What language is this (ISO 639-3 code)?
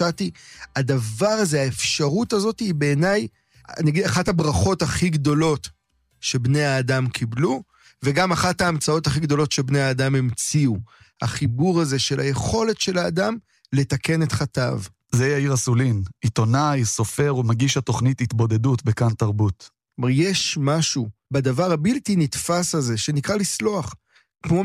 heb